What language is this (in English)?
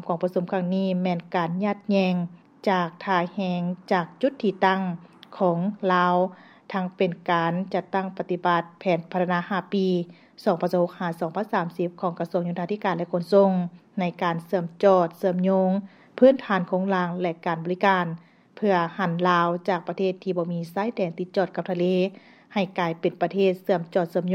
Lao